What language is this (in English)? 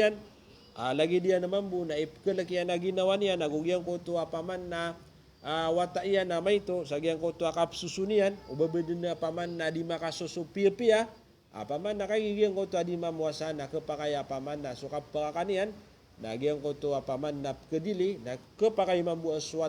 Maranao